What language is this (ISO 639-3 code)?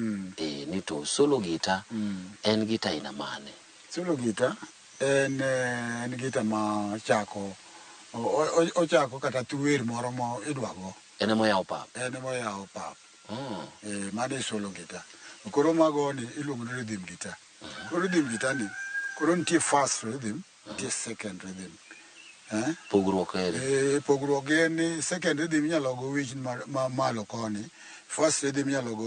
luo